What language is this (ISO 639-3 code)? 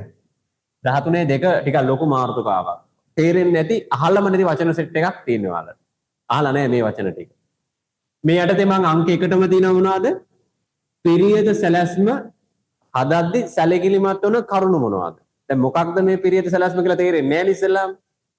sin